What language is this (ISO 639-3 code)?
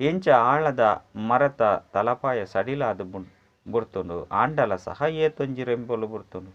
tcy